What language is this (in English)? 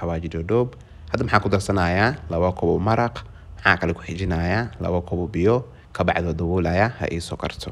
Somali